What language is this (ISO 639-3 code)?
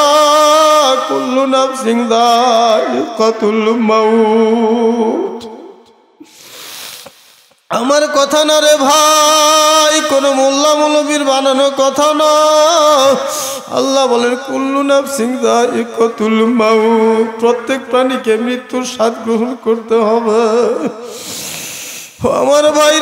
ben